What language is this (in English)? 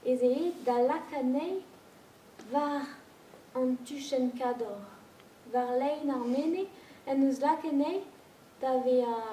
Breton